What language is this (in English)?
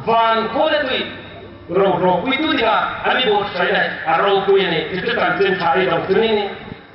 Hmar